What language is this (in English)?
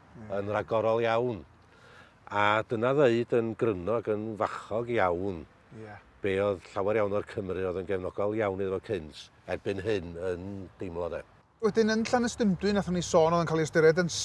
Welsh